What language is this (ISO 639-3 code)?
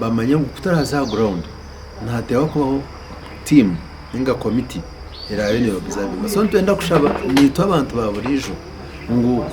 nyn